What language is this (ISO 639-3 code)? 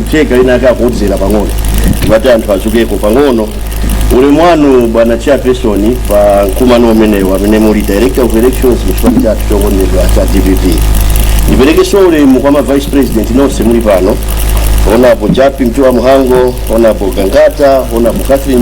nya